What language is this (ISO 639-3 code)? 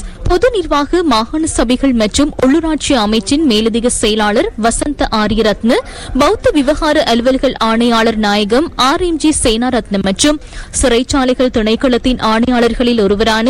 tam